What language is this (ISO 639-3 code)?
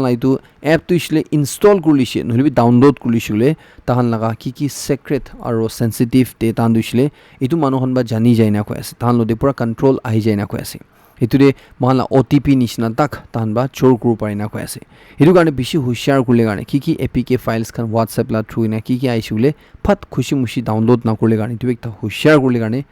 nag